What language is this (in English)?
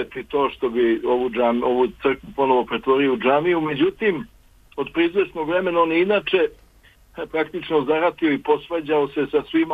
Serbian